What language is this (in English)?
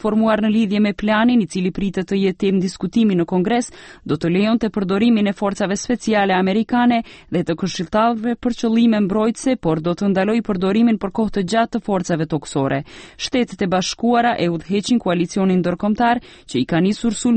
Albanian